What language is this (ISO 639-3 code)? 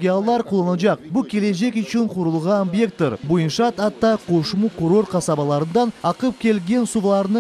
crh